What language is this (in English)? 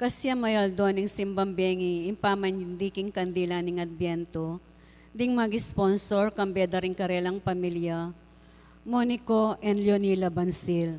Pampanga